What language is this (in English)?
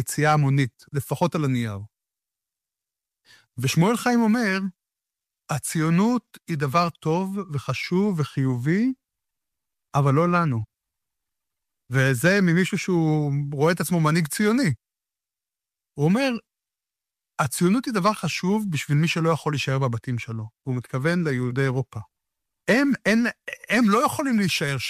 Hebrew